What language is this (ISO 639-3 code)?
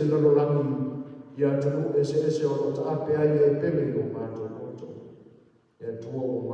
smo